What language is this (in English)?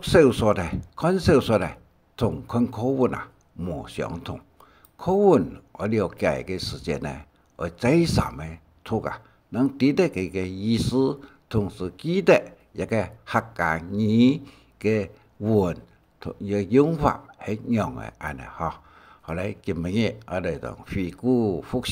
Hakka Chinese